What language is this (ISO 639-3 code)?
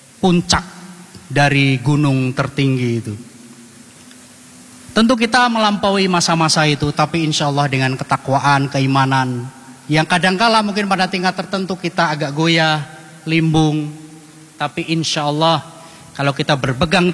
ind